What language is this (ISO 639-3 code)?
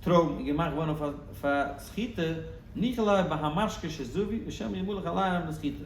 yid